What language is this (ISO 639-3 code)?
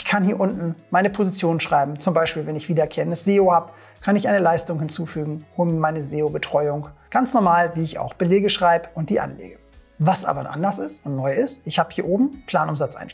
deu